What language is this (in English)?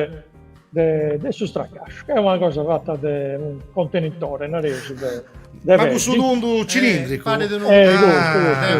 Sardinian